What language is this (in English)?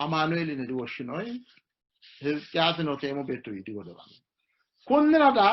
Sidamo